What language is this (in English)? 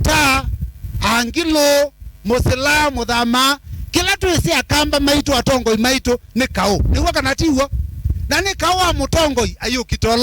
Kamba